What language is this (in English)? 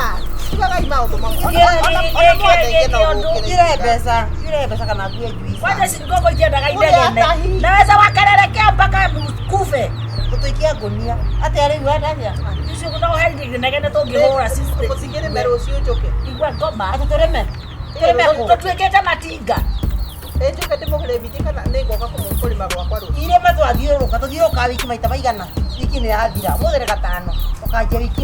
Kikuyu